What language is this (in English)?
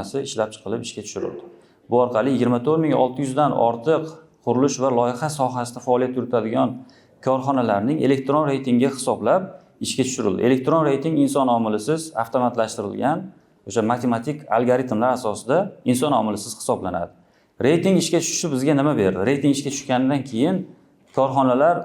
Uzbek